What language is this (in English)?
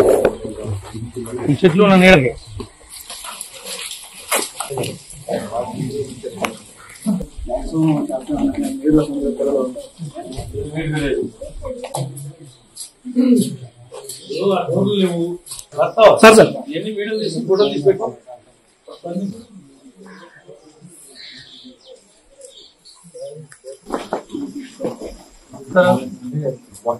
Telugu